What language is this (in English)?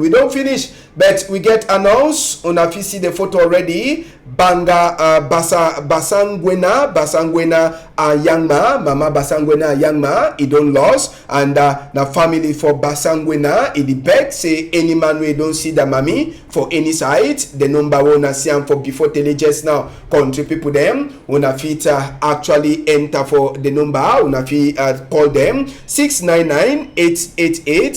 Cameroon Pidgin